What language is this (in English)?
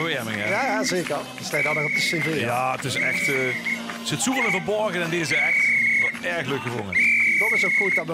Limburgish